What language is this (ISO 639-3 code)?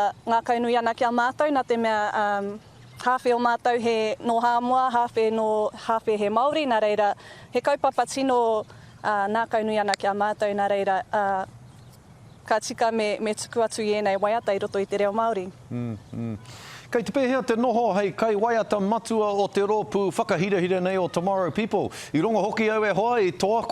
mri